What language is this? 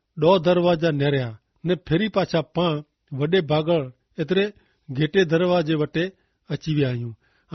Kachhi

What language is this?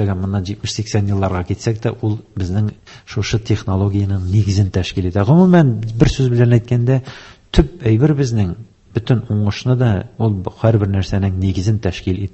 Tatar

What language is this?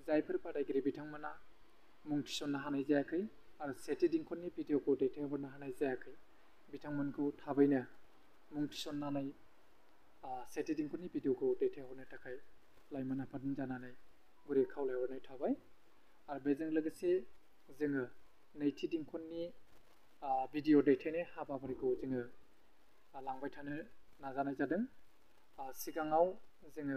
Bodo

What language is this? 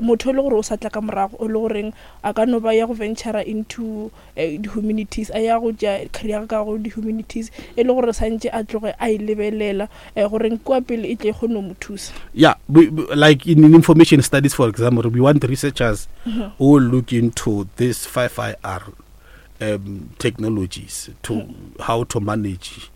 Northern Sotho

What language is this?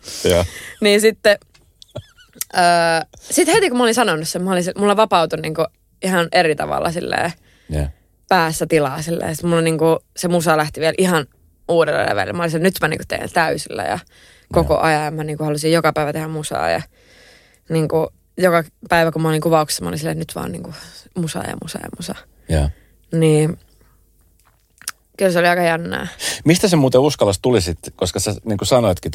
Finnish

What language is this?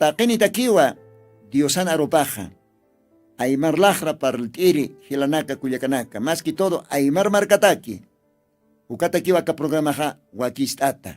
Aymara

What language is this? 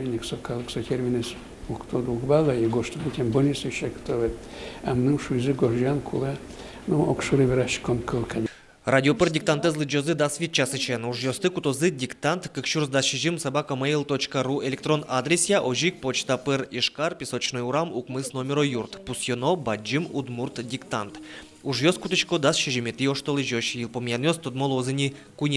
Udmurt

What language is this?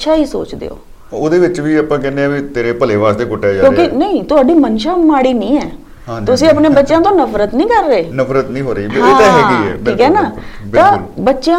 Punjabi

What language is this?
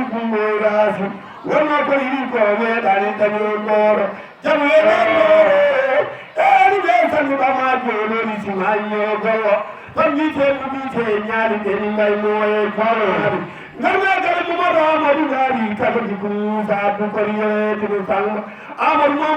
Fula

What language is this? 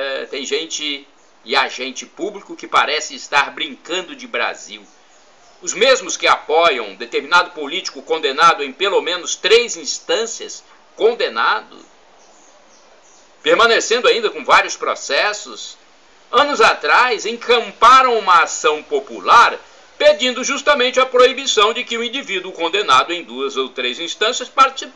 Portuguese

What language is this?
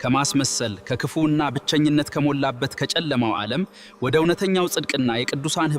Amharic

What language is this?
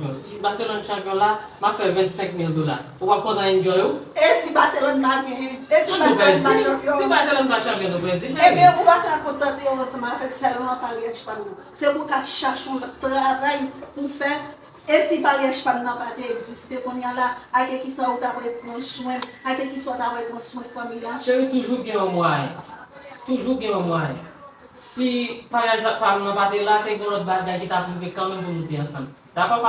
Haitian Creole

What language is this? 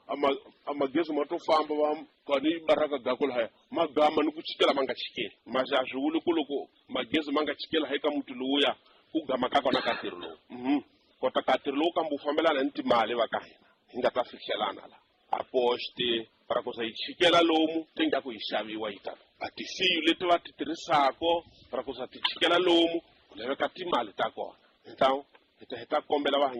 Tsonga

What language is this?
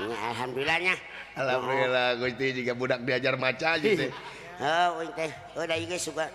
Sundanese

